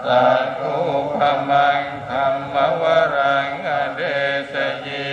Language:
Pali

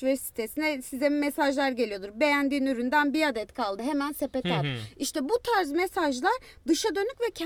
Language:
Turkish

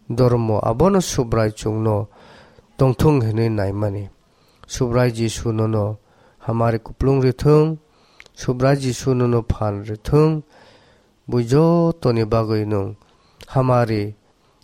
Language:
Kok Borok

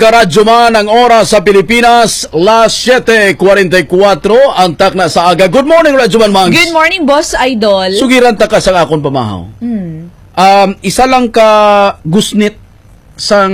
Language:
Hiligaynon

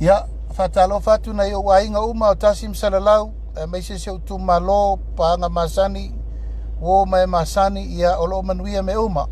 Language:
Samoan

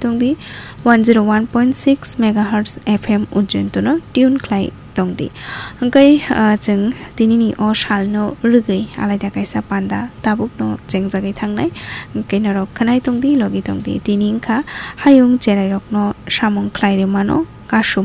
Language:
Kok Borok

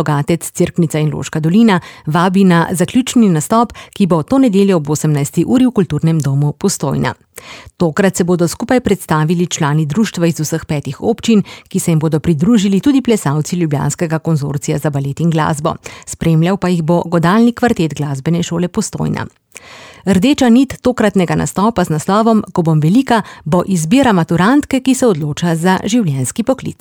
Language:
Slovenian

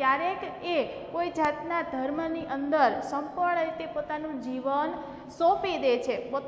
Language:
Gujarati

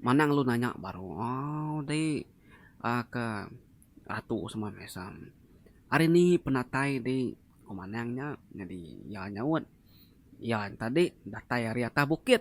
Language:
Iban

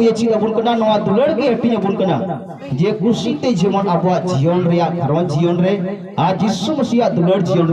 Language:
Santali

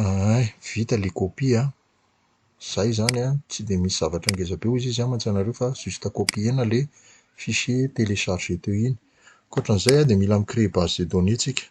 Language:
Malagasy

